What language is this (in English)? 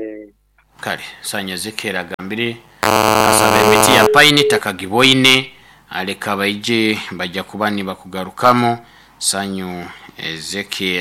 Nyoro